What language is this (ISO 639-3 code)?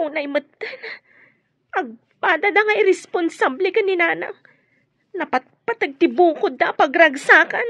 ilo